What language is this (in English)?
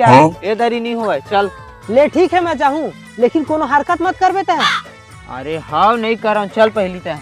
Chhattisgarhi